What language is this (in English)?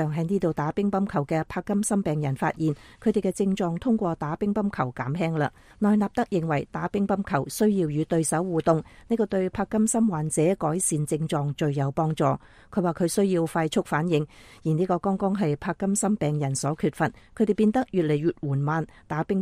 Cantonese